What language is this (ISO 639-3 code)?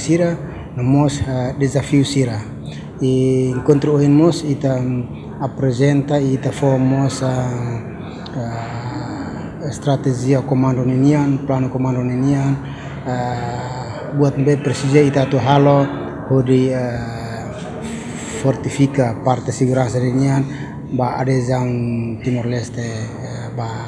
tet